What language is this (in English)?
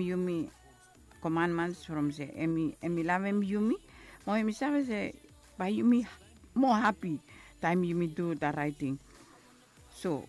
Bislama